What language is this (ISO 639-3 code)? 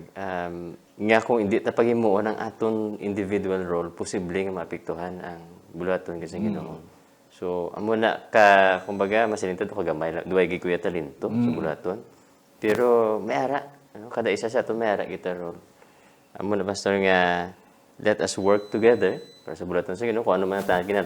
hil